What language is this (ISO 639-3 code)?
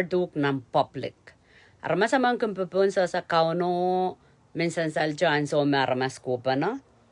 pon